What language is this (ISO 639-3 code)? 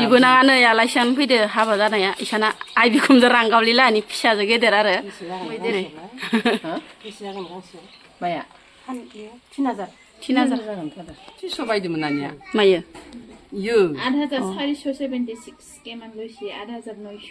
brx